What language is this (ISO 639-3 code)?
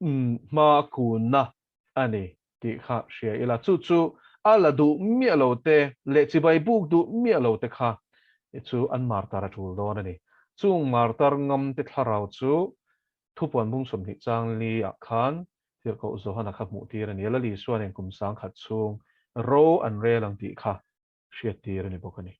lus